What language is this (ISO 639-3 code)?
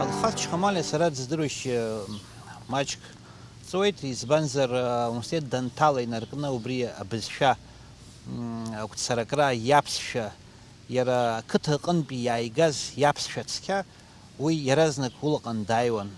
abk